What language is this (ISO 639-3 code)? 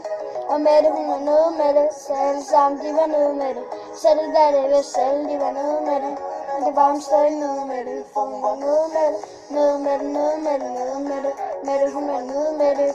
dan